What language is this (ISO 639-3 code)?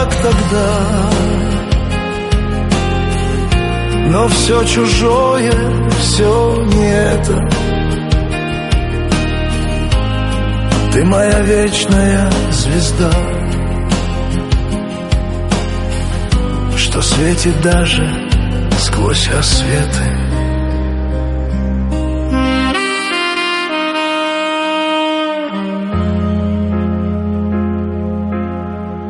rus